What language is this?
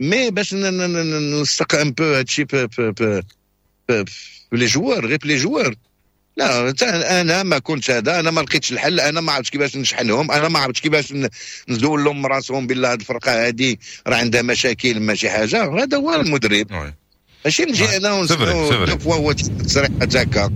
Moroccan Arabic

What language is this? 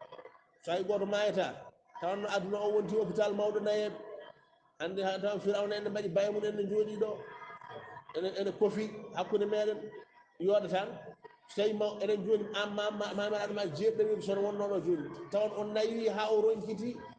Fula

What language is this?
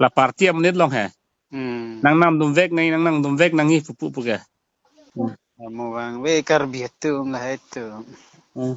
Karbi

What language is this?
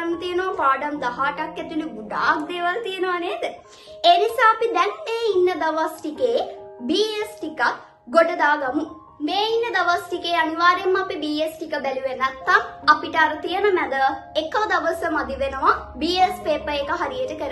Sinhala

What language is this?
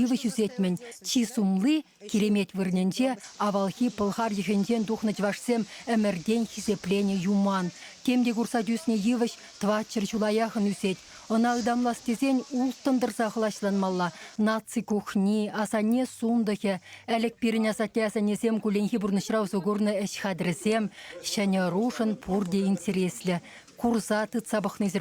Chuvash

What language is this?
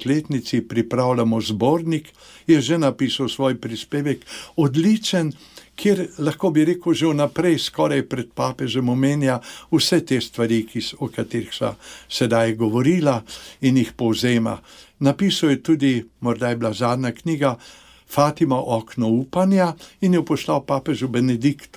Slovenian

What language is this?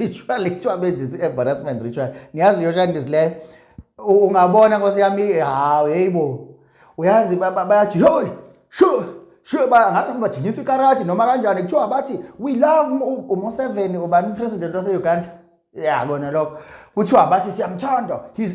Zulu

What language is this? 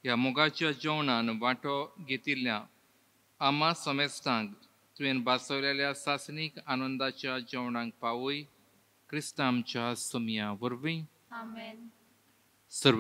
Konkani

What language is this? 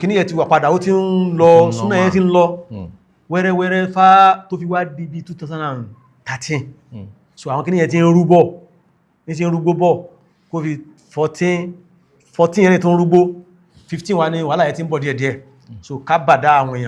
Yoruba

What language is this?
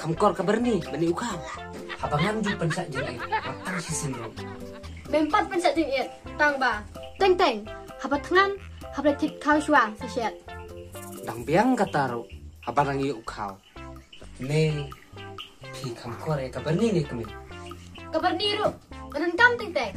Khasi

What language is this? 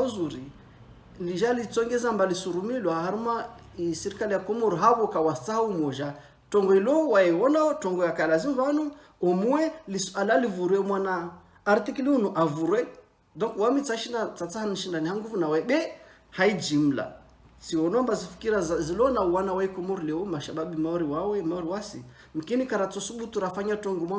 Ngazidja Comorian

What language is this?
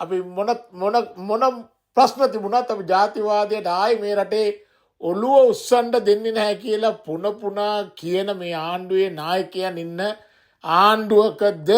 Sinhala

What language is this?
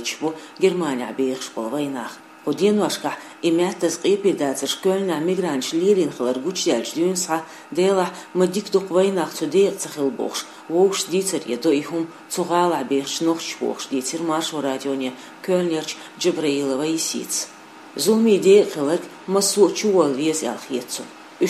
Chechen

